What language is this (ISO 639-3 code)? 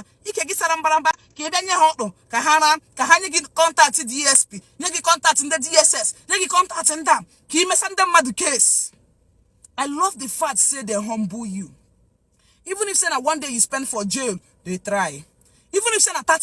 ibo